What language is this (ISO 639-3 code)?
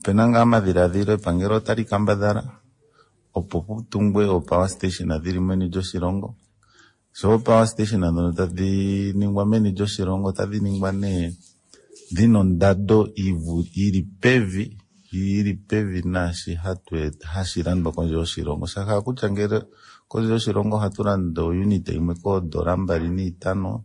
kua